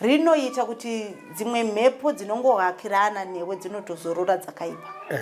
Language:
Shona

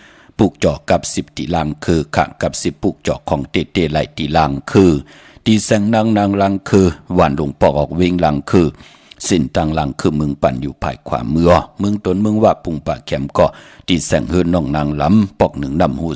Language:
Shan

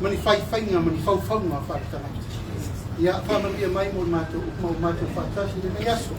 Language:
Samoan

